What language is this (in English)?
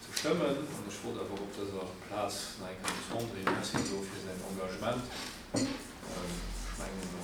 Luxembourgish